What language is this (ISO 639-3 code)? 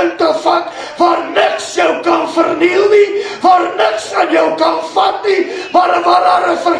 afr